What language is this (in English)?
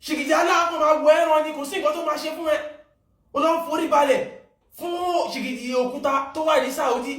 Yoruba